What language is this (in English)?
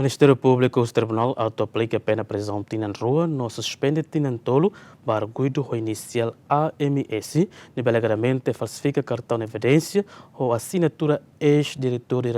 Tetum